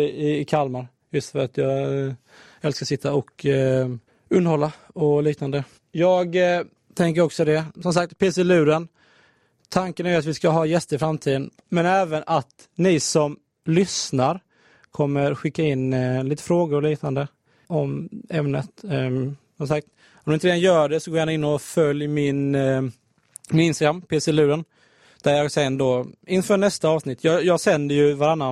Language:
Swedish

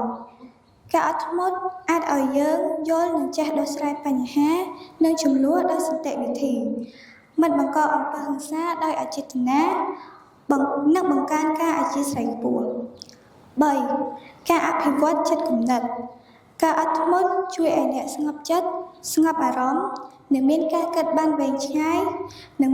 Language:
Khmer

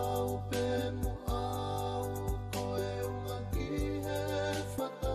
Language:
Tongan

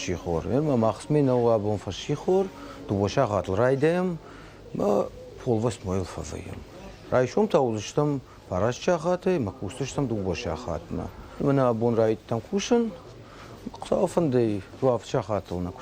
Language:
Ossetic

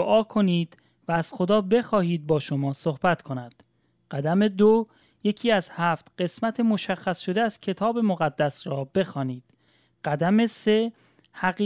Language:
Persian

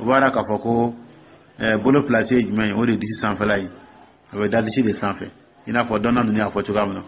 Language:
Dyula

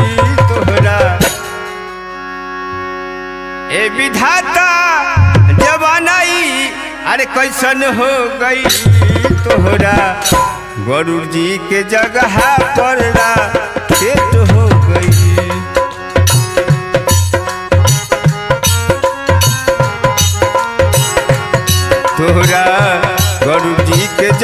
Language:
Bhojpuri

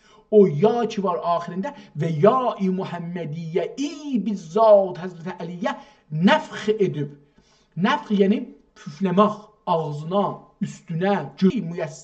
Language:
South Azerbaijani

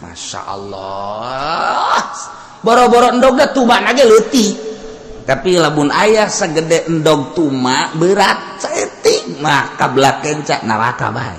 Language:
Sundanese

